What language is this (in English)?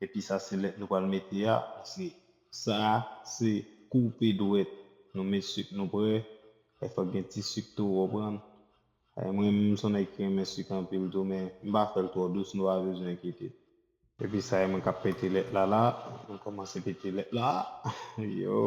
Haitian Creole